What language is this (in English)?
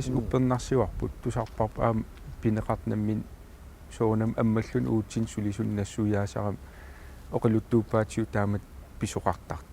Kalaallisut